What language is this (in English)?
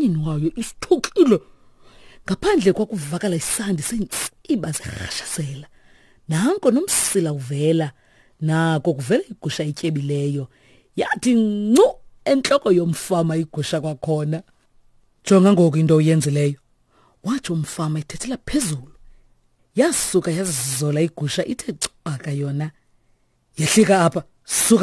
Xhosa